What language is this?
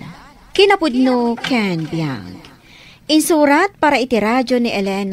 Iloko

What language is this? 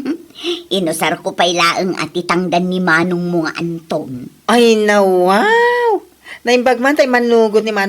Iloko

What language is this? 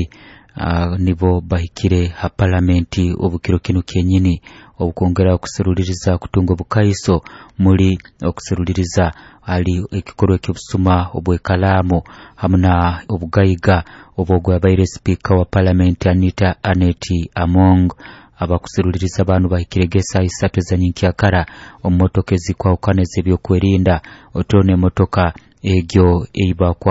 Nyoro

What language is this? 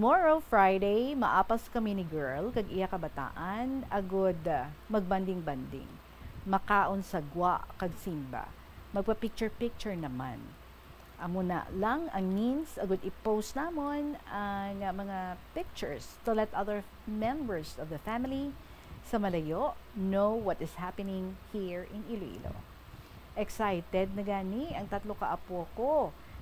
Hiligaynon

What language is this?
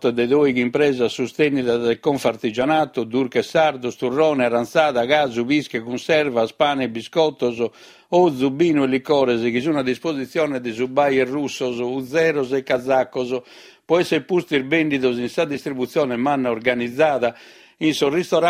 Sardinian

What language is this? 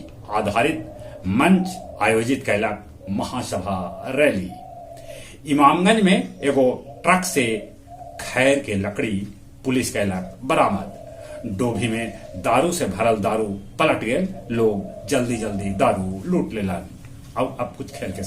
Magahi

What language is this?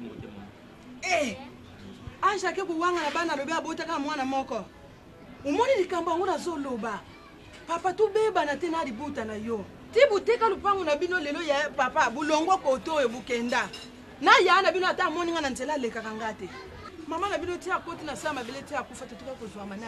Lingala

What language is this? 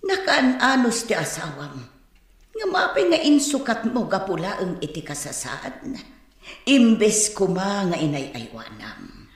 Iloko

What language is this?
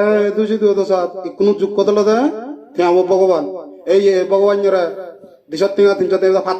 Chakma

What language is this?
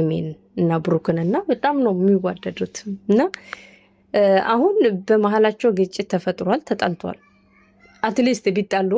Amharic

